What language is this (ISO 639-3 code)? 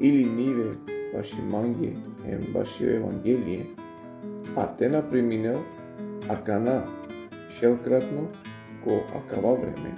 rmn